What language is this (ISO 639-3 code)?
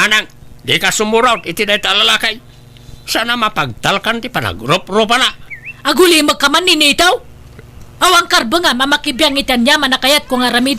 ilo